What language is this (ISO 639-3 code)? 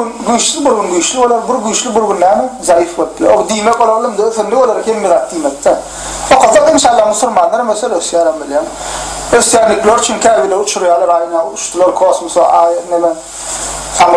tuk